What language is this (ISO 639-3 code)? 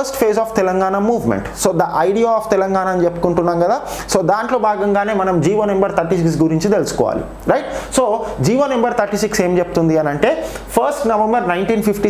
tel